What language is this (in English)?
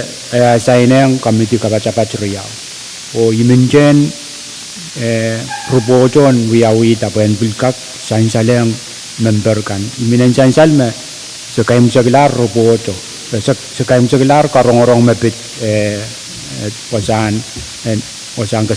Pohnpeian